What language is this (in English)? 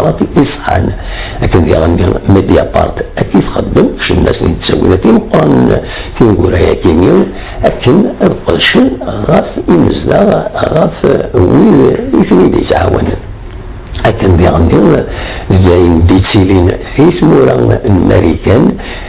Kabyle